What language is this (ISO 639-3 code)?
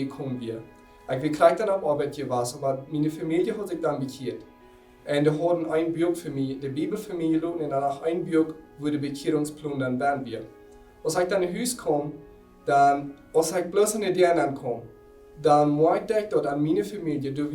pdt